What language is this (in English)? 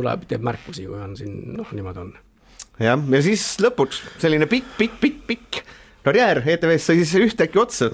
Estonian